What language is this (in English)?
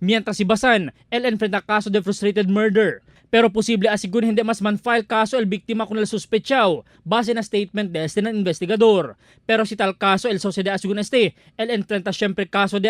Chavacano